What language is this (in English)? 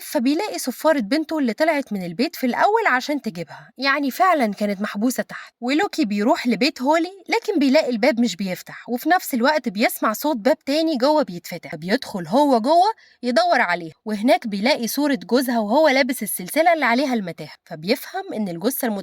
Egyptian Arabic